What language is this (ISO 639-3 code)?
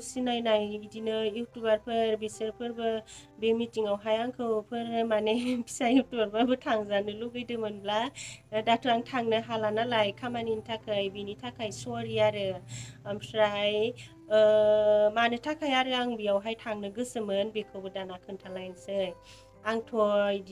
brx